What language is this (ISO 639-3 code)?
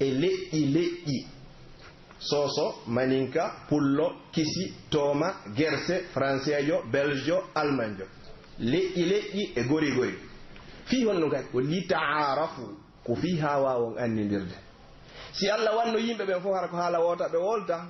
fuf